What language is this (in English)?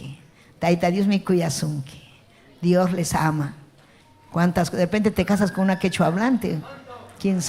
Ayacucho Quechua